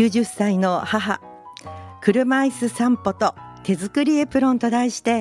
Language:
Japanese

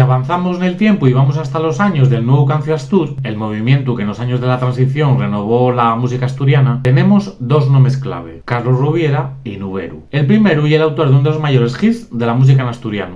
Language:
Asturian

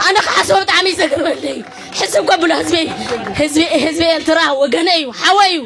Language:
Tigrinya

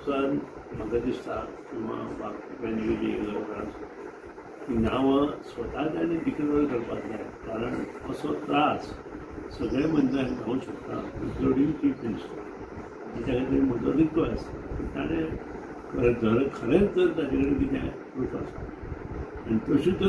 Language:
Konkani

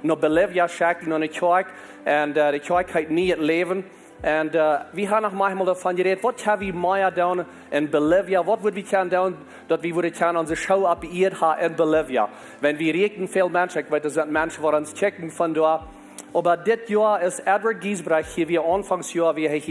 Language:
Plautdietsch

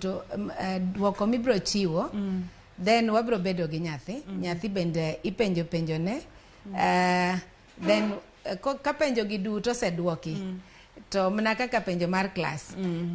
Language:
Luo (Kenya and Tanzania)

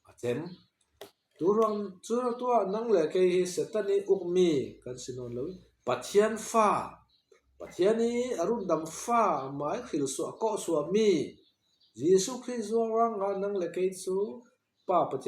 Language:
Falam Chin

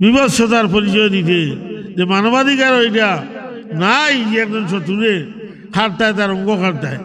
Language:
Sylheti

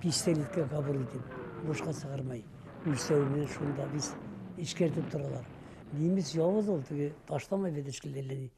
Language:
Bashkir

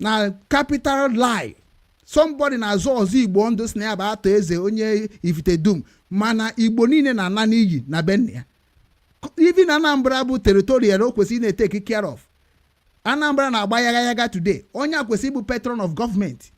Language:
Igbo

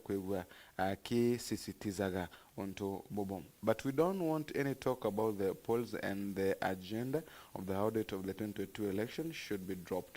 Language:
Meru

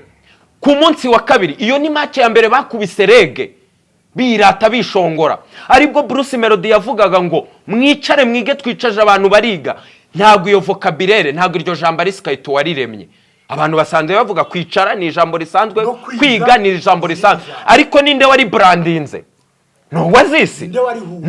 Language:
Kinyarwanda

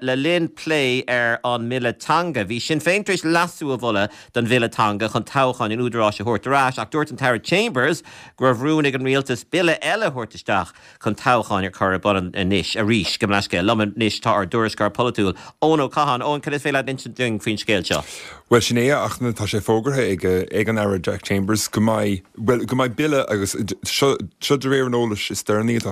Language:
Irish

